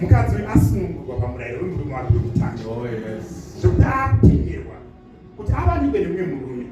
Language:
Shona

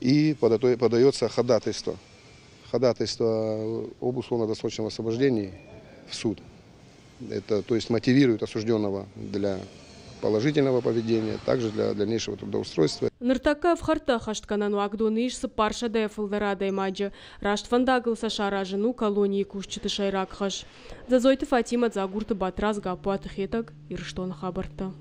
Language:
Ossetic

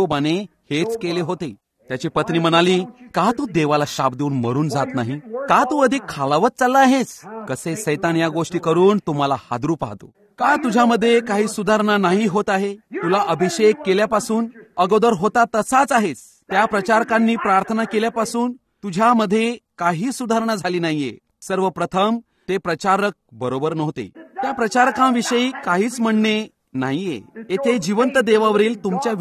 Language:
Marathi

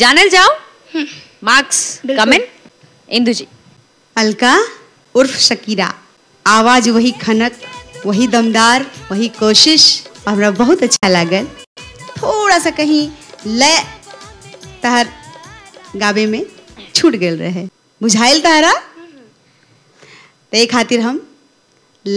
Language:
Bhojpuri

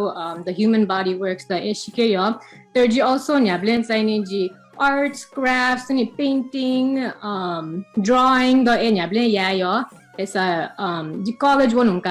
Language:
Newari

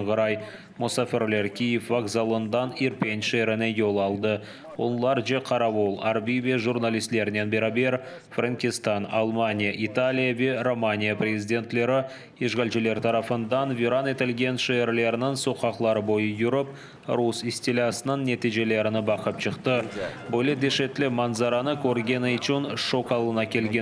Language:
Crimean Tatar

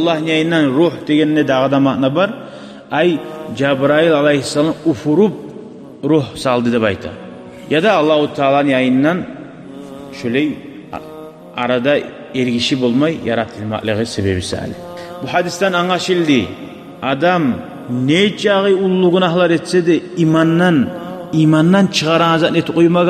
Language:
Kumyk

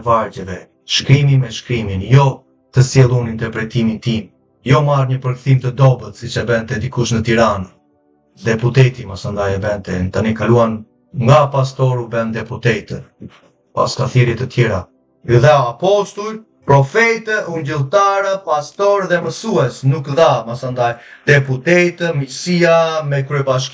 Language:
Albanian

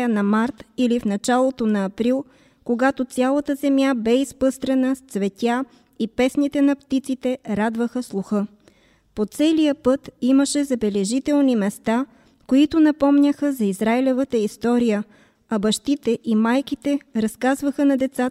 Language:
Bulgarian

